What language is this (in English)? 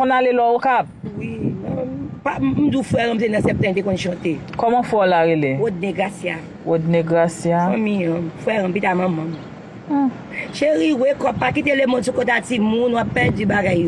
Haitian Creole